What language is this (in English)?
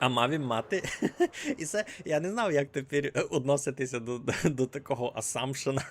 Rusyn